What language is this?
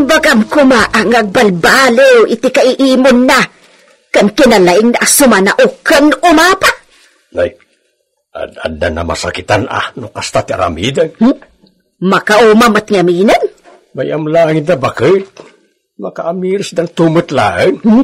Iloko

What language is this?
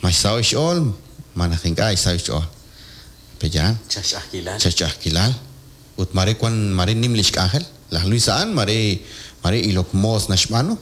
Kekchí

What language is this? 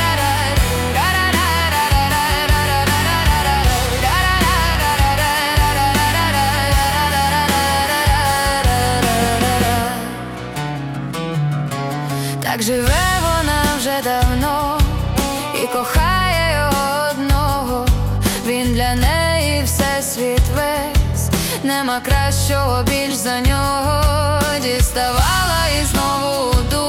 Ukrainian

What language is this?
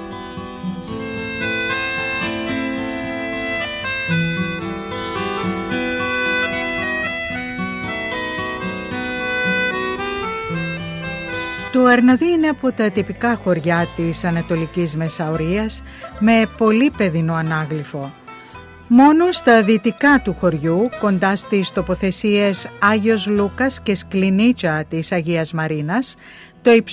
Greek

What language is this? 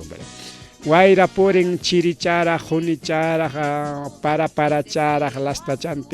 Ayacucho Quechua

